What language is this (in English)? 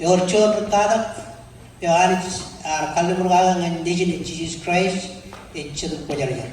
Marshallese